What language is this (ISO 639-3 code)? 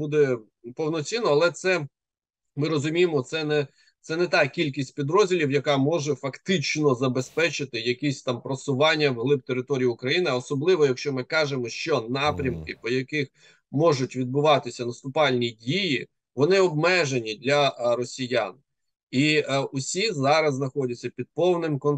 ukr